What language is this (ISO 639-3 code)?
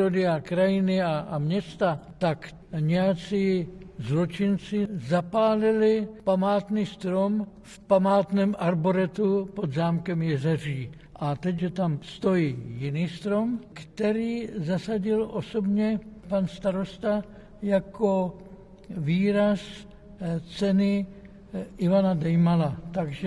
ces